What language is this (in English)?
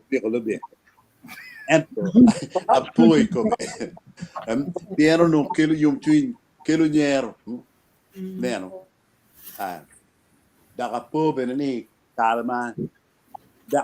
Acoli